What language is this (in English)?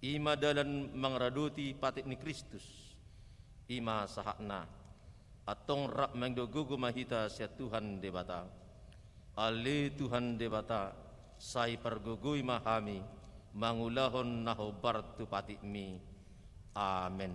Batak Toba